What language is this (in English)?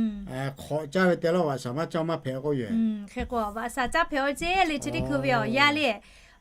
Lahu